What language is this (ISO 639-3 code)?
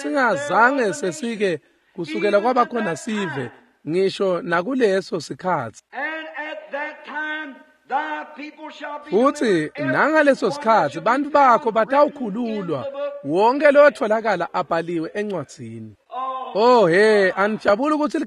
ssw